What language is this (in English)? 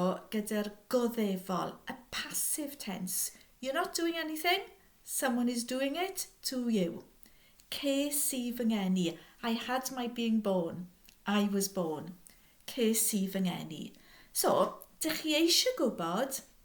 Welsh